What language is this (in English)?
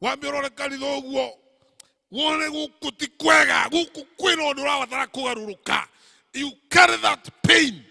Kikuyu